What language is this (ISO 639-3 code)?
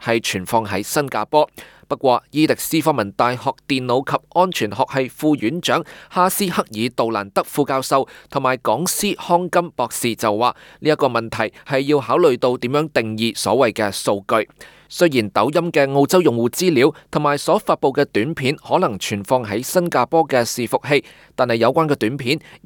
yue